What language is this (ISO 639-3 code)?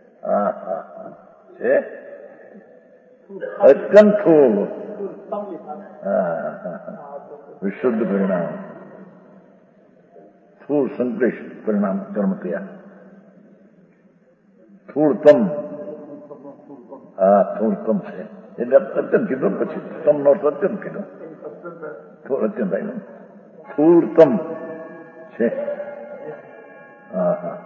guj